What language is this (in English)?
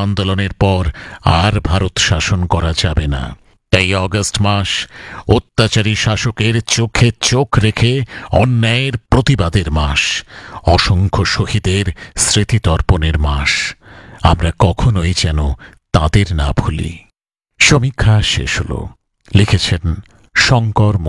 Bangla